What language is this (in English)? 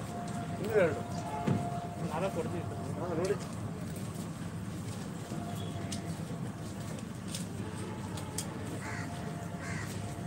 Kannada